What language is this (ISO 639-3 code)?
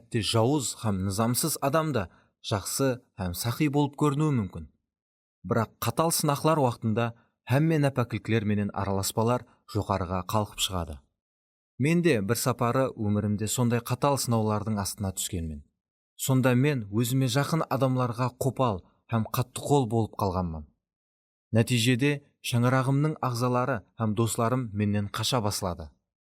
kaa